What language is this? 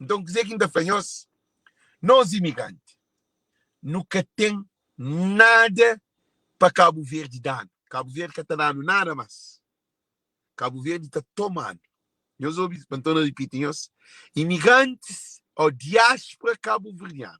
Kabuverdianu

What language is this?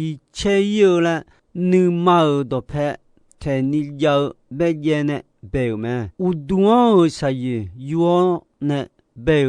Akha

